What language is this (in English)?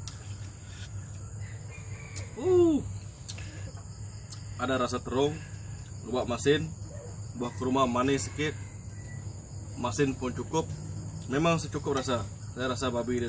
Malay